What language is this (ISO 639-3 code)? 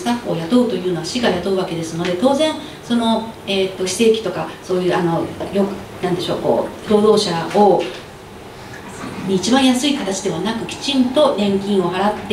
jpn